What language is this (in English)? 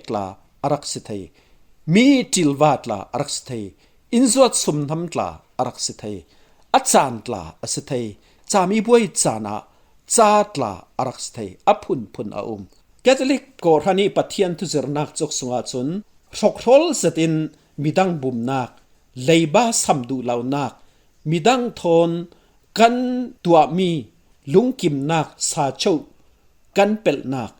Falam Chin